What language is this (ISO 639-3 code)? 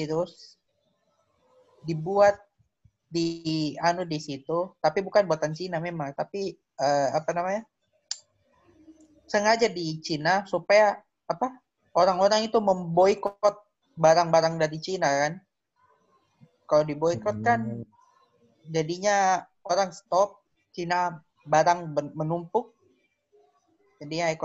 ind